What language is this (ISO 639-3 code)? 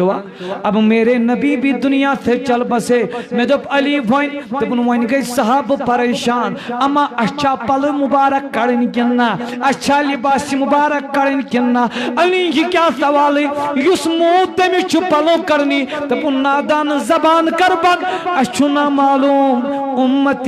kas